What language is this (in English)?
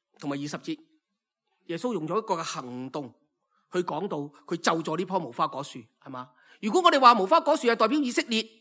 Cantonese